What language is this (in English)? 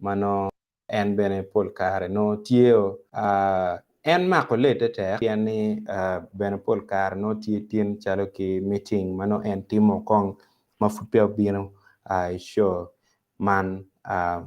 Acoli